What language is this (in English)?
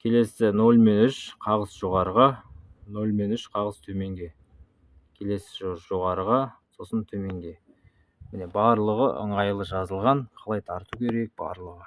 Kazakh